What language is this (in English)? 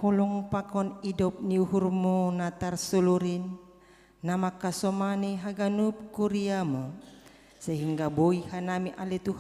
Batak Simalungun